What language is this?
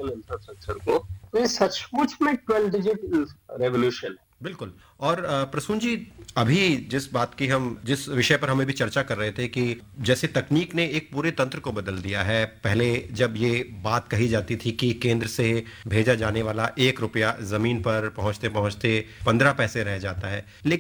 Hindi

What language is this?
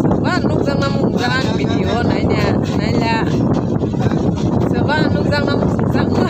Kok Borok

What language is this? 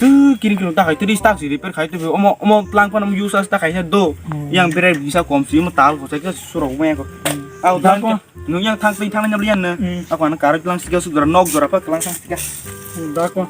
Kok Borok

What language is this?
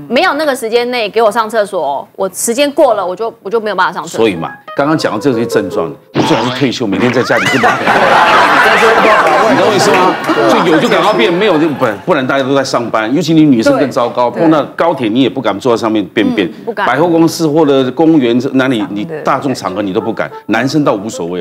Chinese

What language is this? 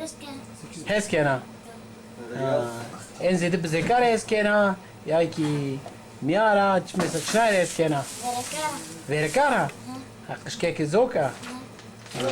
Zaza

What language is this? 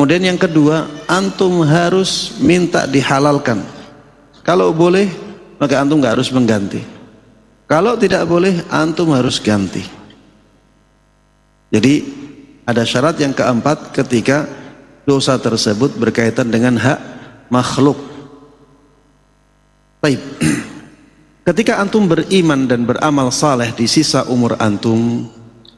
Indonesian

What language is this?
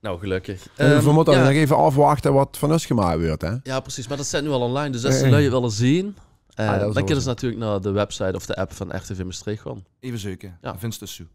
Limburgish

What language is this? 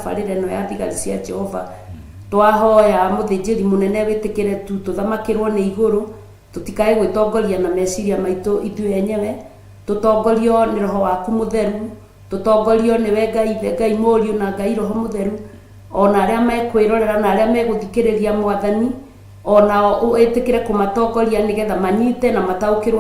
Kikuyu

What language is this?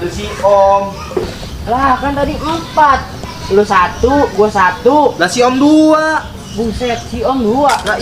Betawi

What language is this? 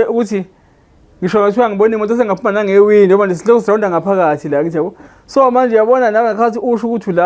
Zulu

